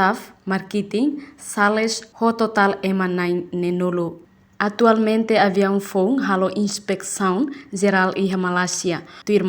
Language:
Tetum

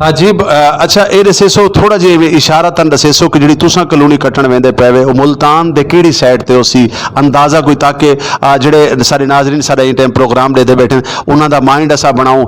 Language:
Saraiki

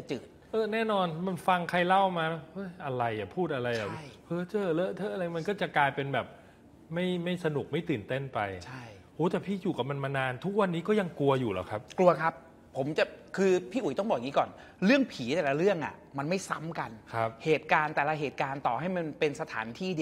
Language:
Thai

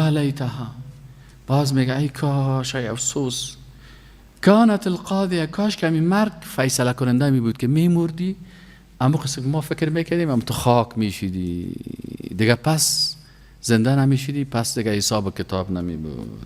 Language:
Persian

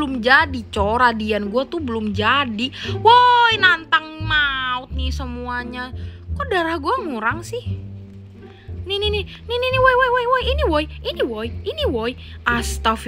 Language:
Indonesian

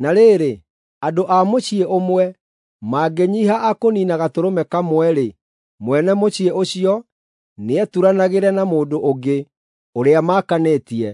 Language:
Kikuyu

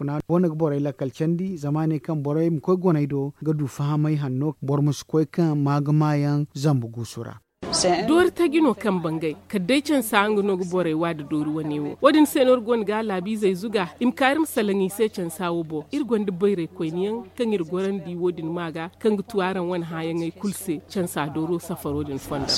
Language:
Zarma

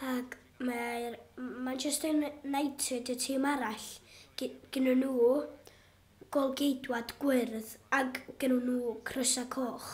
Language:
Welsh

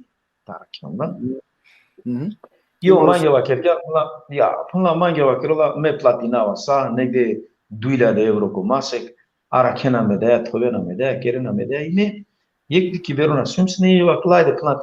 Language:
Balkan Romani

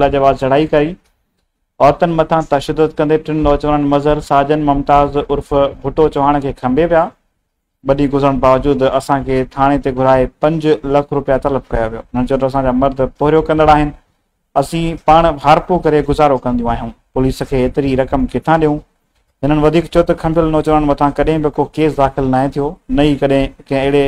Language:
Sindhi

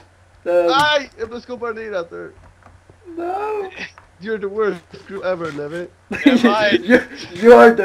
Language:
Faroese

